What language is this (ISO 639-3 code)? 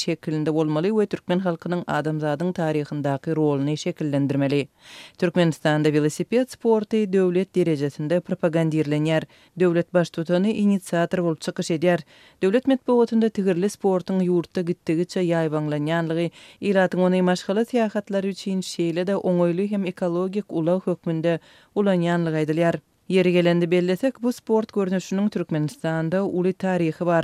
tuk